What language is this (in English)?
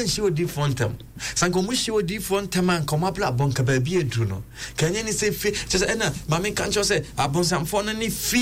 Akan